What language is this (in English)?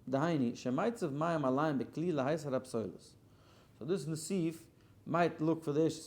Yiddish